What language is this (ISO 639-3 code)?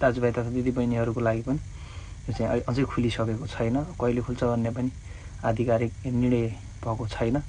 nep